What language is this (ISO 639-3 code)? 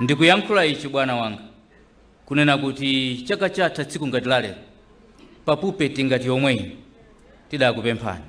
nya